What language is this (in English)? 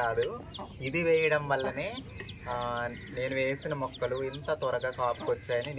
Telugu